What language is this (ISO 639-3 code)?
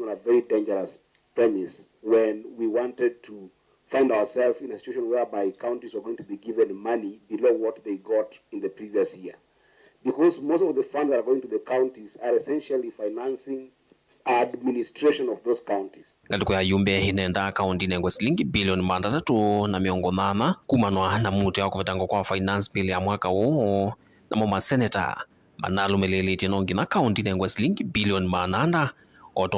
kam